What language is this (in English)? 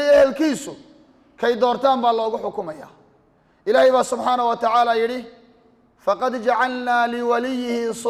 Somali